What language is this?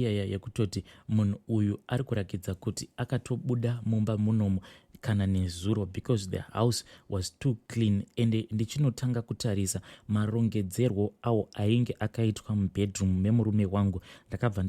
Shona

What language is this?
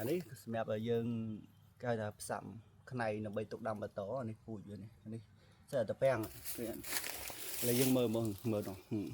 Khmer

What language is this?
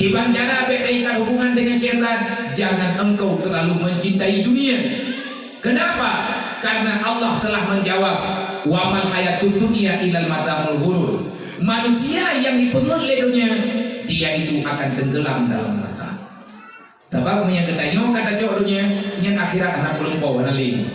Achinese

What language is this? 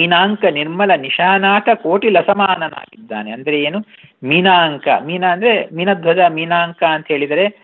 Kannada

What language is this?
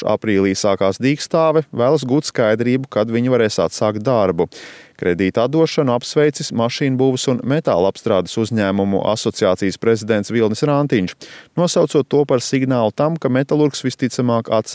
Latvian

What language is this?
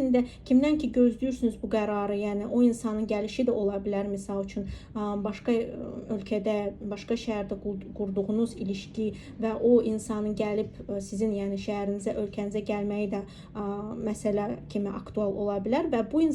Azerbaijani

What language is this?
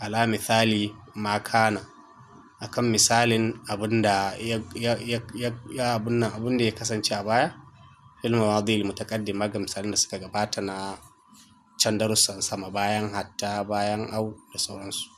Hausa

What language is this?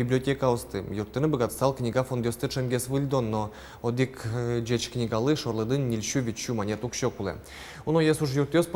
Udmurt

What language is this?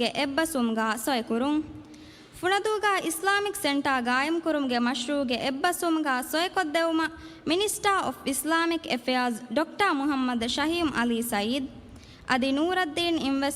Divehi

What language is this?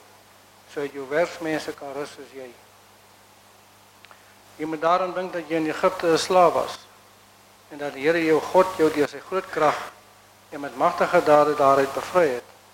Afrikaans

